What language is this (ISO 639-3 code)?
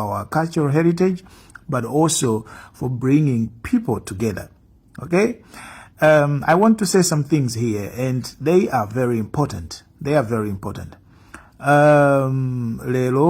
nya